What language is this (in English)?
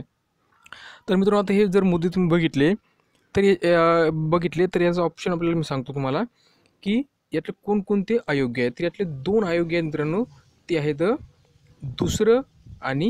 Marathi